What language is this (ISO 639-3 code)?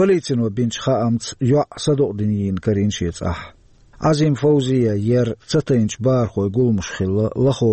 che